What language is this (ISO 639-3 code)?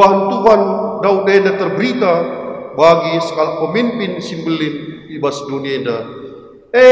btx